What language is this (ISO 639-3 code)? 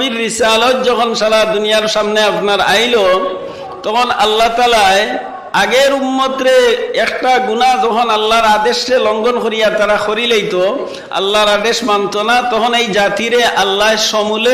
syl